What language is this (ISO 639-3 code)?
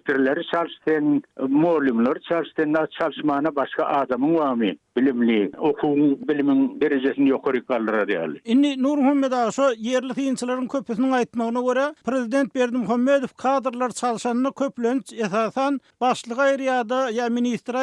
tuk